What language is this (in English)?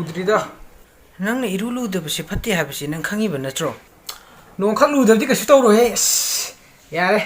Manipuri